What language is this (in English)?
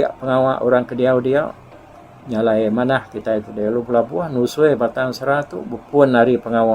Iban